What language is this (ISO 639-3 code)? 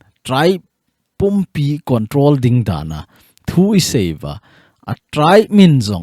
tcz